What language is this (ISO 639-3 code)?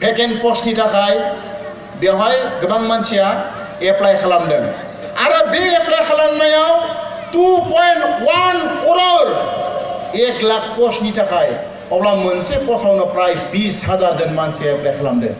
brx